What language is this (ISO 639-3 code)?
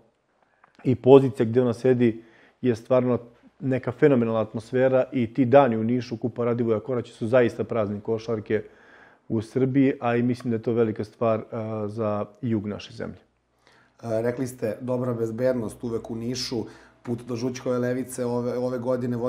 srp